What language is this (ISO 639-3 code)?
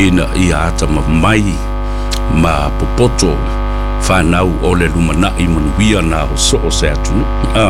smo